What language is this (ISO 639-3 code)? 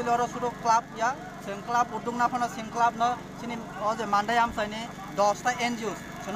trp